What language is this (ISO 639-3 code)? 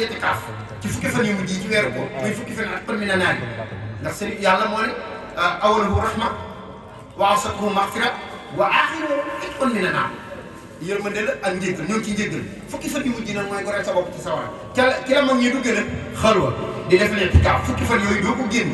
wol